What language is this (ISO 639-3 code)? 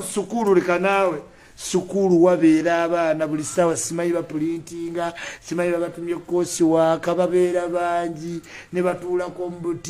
lug